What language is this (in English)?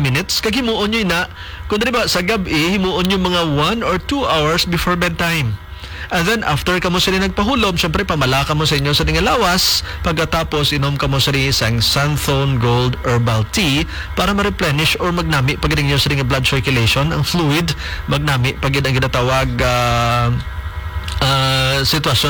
Hiligaynon